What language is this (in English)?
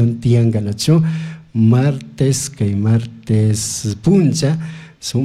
Chimborazo Highland Quichua